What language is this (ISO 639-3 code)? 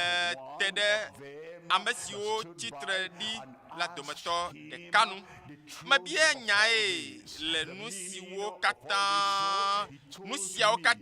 ewe